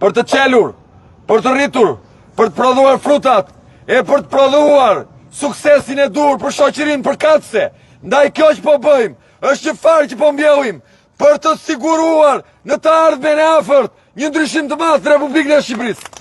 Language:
Albanian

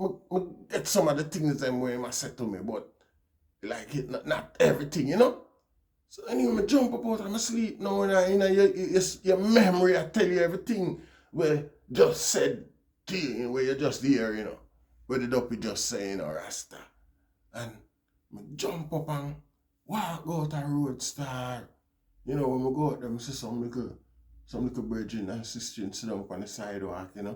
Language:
Jamaican Creole English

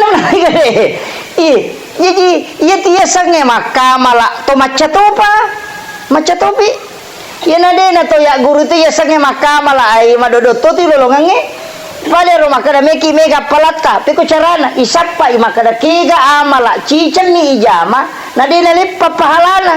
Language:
Buginese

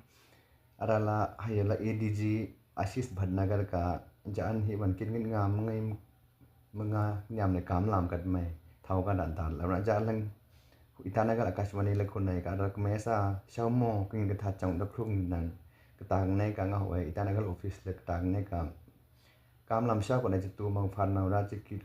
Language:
Miju-Mishmi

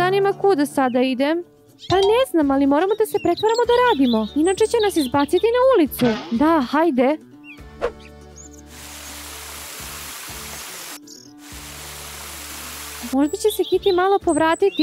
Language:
Serbian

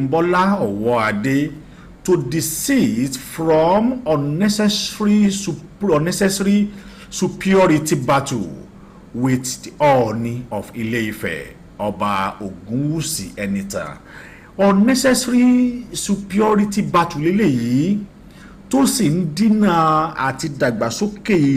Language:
Yoruba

